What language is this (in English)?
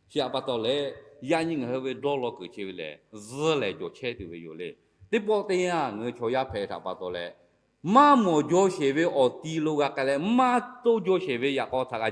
Lahu